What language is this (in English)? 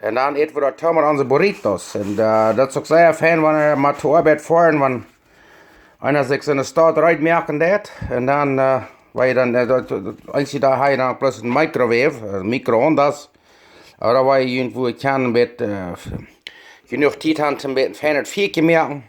Plautdietsch